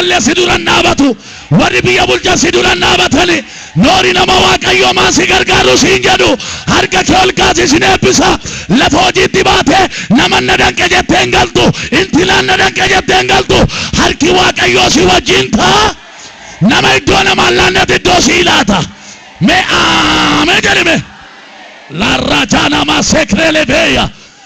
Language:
Oromo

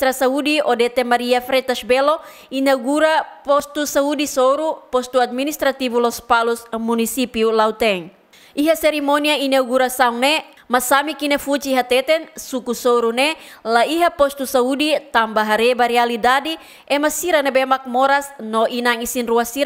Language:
Tetum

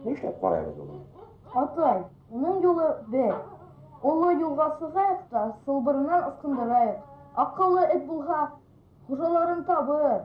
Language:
Bashkir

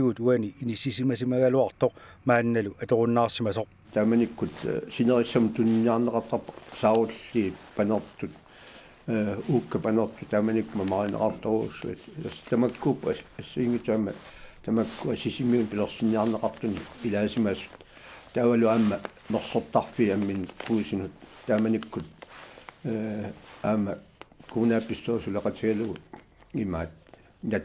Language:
Kalaallisut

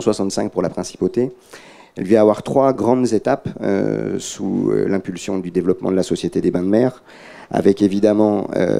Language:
French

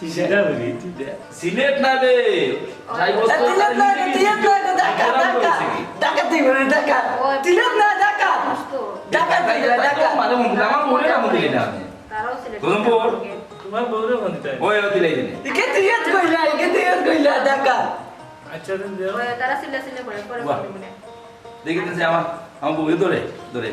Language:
Sylheti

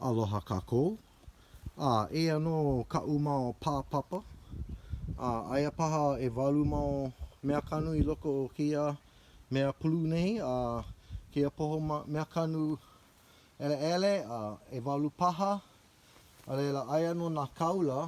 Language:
Hawaiian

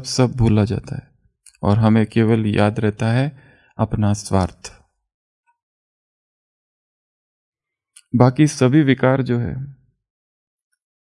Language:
Hindi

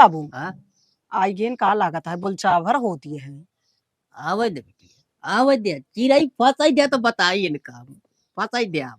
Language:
Awadhi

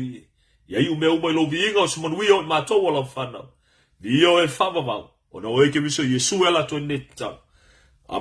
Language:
Samoan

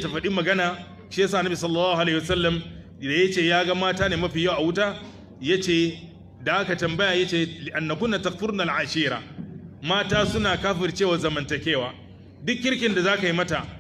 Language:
Hausa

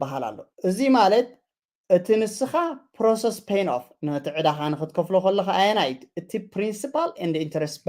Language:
Tigrinya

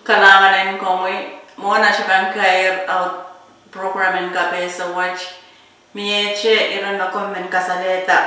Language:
Pohnpeian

